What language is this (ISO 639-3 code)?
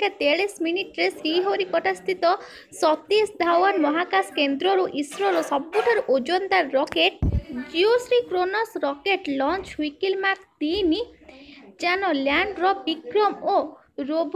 ori